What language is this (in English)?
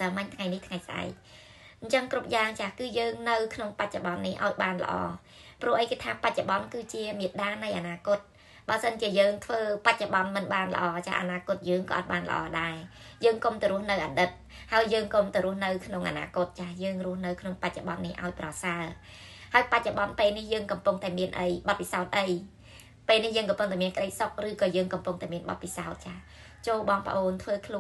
Khmer